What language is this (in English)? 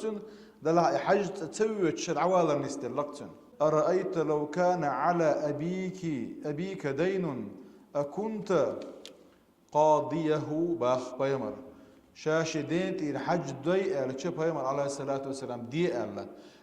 Chechen